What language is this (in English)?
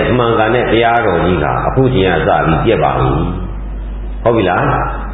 Burmese